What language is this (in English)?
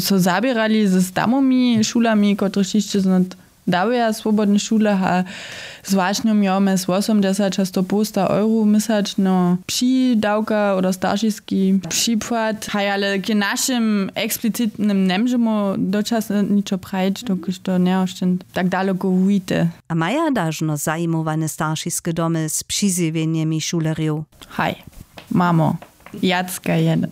Upper Sorbian